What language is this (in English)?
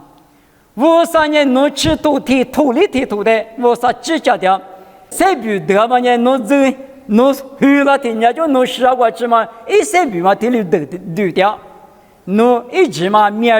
Lisu